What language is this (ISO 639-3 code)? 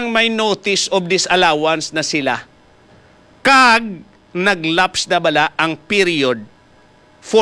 hil